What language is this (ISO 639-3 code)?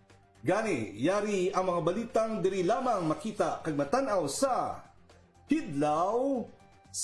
hil